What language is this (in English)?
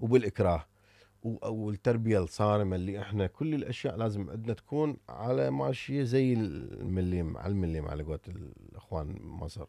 Mesopotamian Arabic